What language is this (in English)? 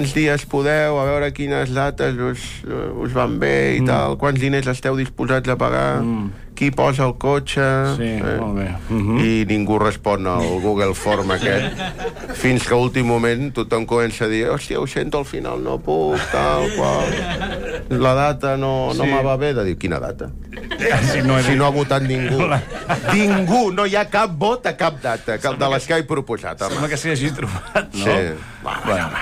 Catalan